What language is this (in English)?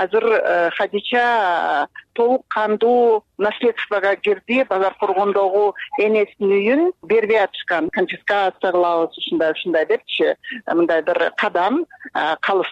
Kyrgyz